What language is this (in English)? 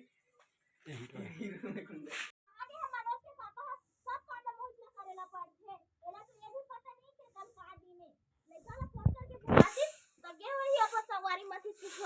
Chhattisgarhi